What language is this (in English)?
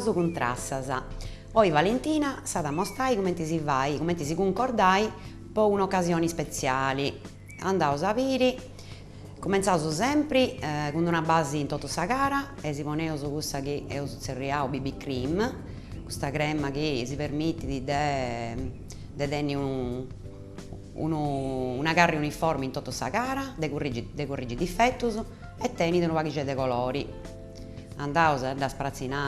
Sardinian